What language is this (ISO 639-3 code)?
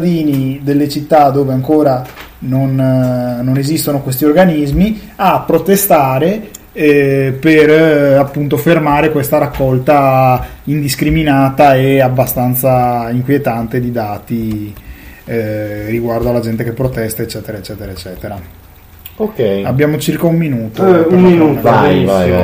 ita